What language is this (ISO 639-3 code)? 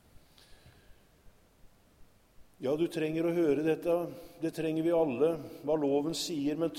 nor